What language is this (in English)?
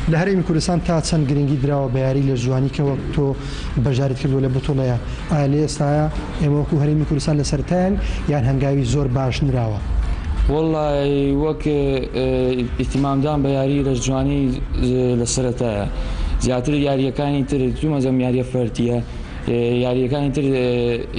Central Kurdish